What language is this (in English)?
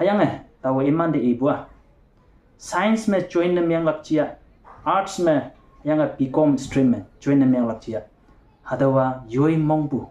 Konyak Naga